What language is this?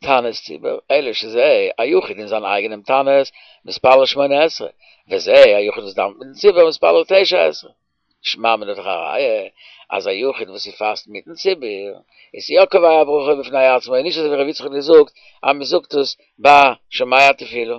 Yiddish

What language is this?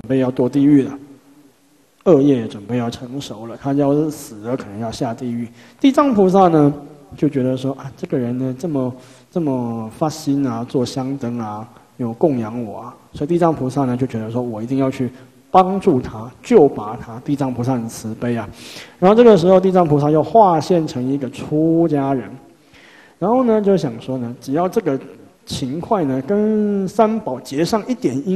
Chinese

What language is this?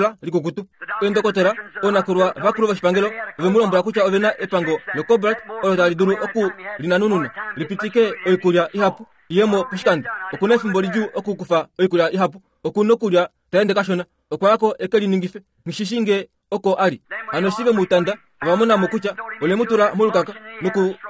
Kuanyama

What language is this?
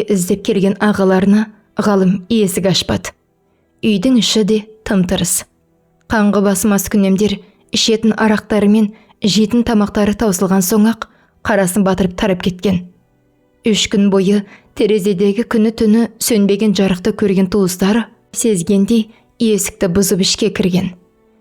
Kazakh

